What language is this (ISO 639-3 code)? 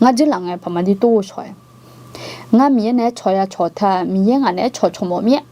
ahk